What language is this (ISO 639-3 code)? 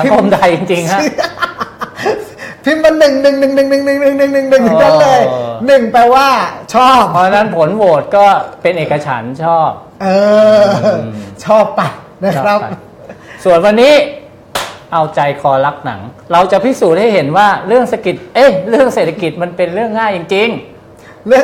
tha